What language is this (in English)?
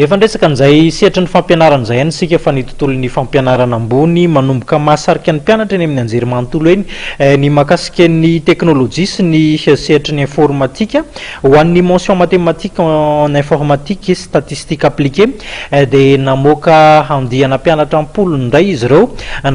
Malagasy